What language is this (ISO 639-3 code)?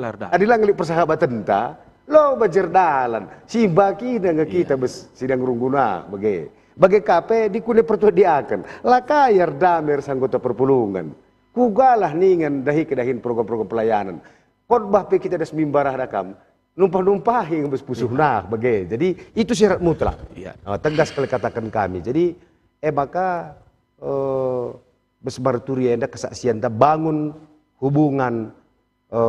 btx